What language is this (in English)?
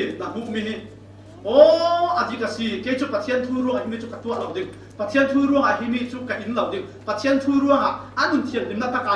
Falam Chin